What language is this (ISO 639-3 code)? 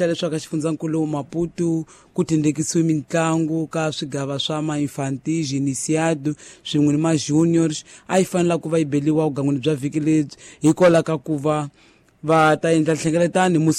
tso